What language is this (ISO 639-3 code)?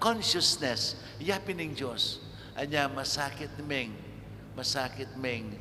pam